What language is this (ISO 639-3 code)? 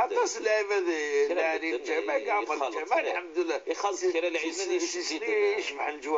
kab